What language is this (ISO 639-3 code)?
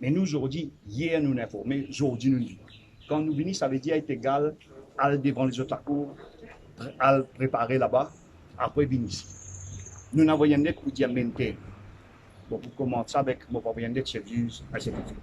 mfe